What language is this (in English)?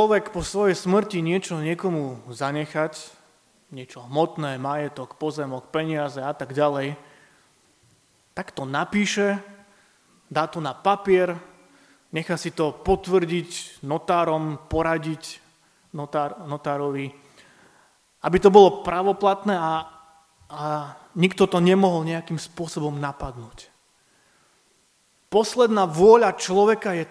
Slovak